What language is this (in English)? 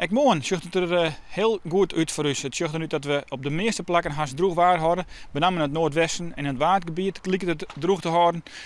Western Frisian